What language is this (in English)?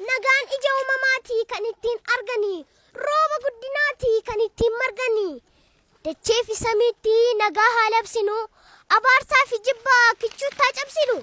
Oromo